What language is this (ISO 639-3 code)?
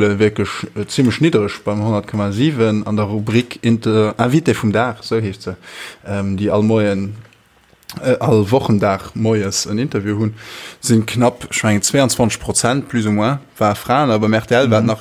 ltz